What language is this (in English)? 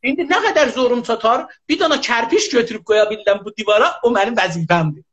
South Azerbaijani